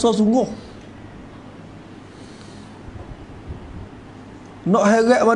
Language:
Malay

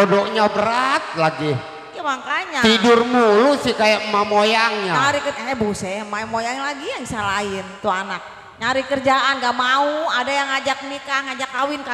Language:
Betawi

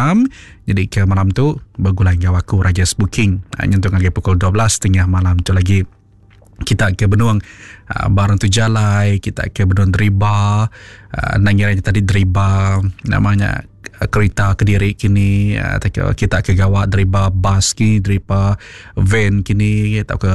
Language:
Iban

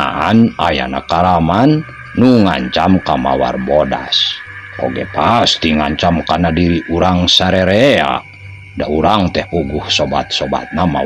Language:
Sundanese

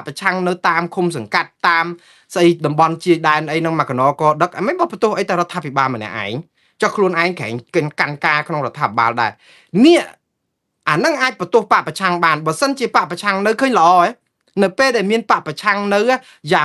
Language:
Khmer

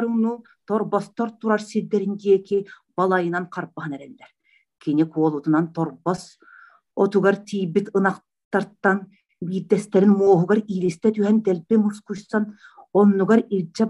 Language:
Yakut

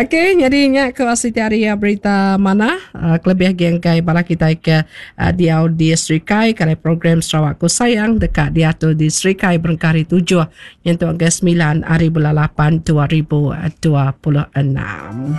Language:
Iban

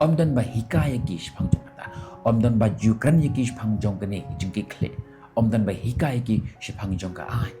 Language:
Khasi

